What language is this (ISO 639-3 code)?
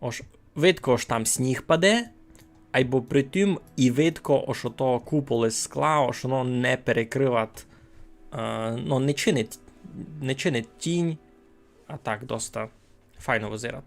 rue